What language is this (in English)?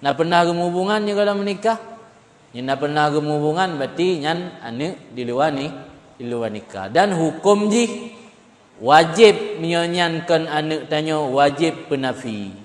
Achinese